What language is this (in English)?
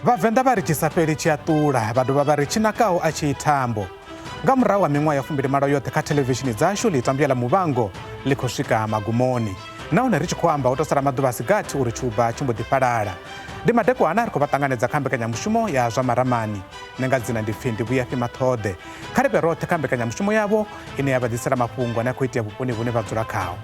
Venda